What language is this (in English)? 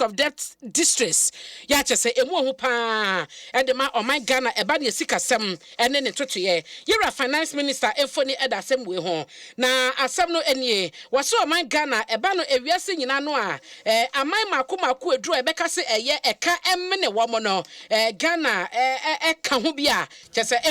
Akan